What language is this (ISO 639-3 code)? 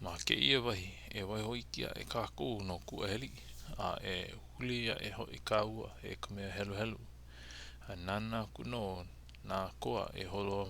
haw